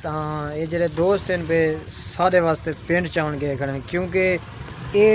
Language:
Saraiki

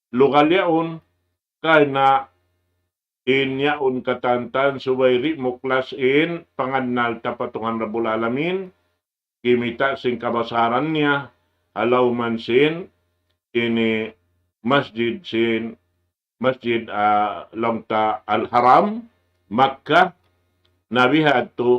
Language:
Tausug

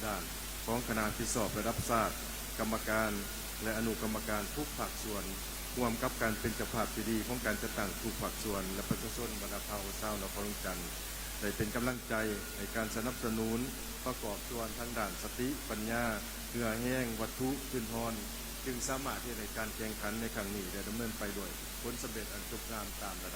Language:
Lao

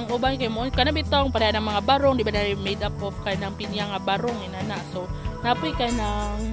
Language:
Cebuano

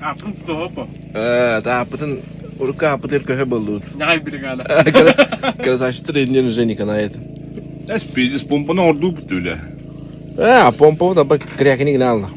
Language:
Yakut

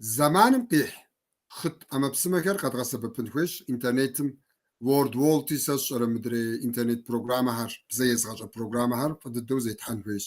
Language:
Kabardian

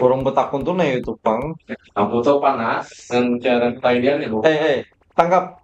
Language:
Banjar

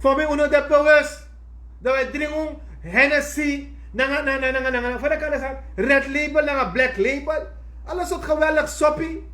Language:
Sranan Tongo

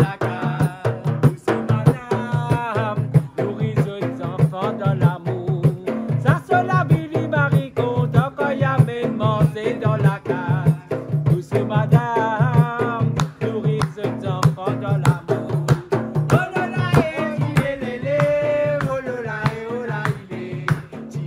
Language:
Réunion Creole French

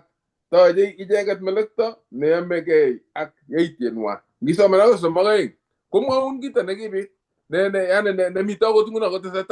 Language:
Kalenjin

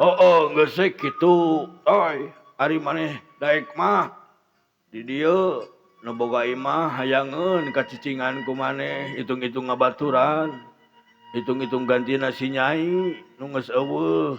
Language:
Sundanese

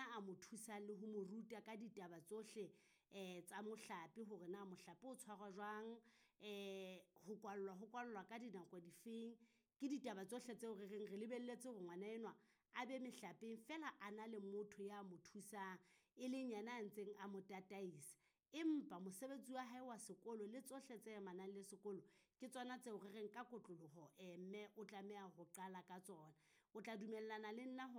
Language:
Southern Sotho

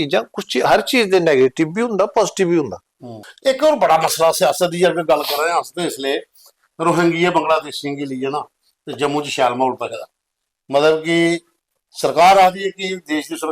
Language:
Dogri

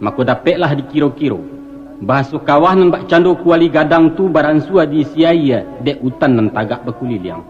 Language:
Minangkabau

